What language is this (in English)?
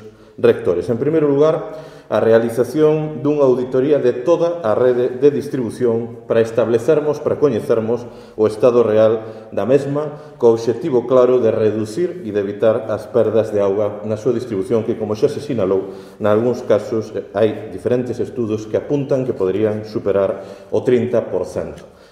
Galician